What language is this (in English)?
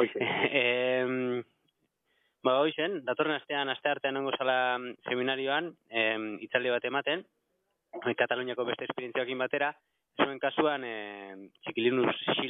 Basque